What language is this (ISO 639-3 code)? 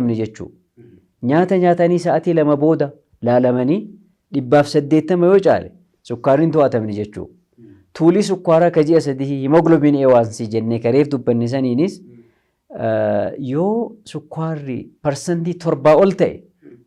orm